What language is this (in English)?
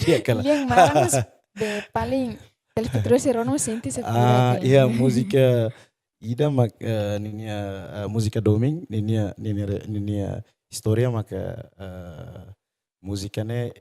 Tetum